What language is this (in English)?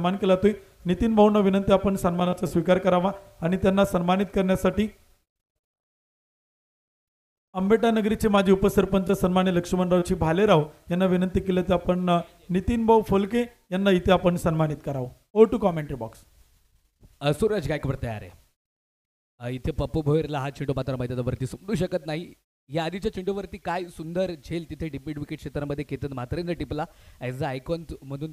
Marathi